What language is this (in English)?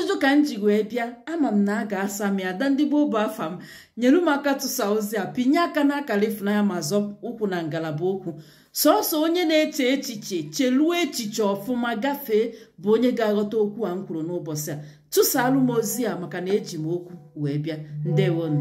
Igbo